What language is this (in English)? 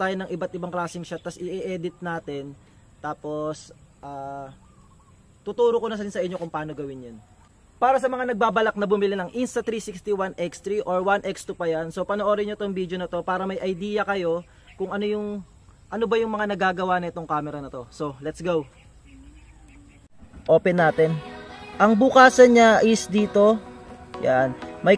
Filipino